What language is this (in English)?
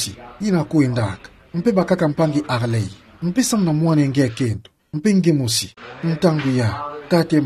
Kituba (Democratic Republic of Congo)